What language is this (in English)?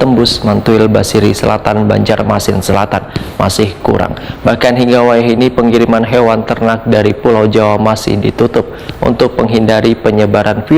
Banjar